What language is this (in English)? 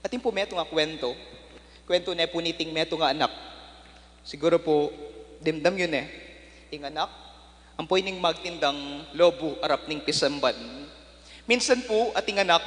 Pampanga